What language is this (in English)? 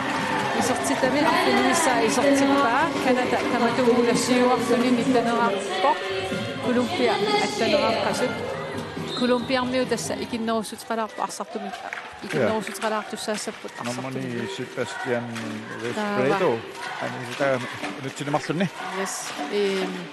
Kalaallisut